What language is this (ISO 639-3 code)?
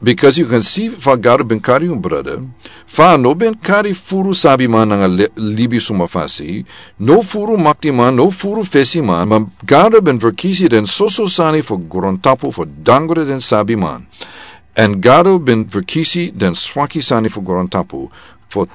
srn